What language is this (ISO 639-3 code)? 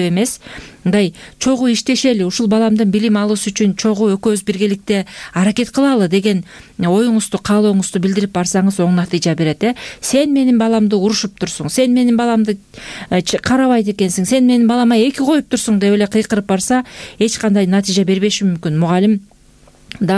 kir